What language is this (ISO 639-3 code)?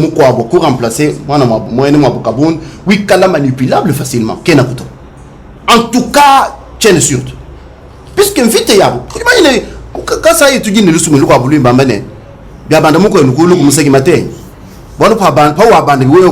lua